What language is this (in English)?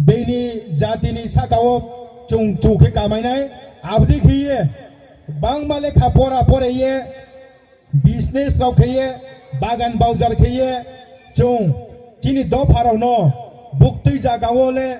Riang (India)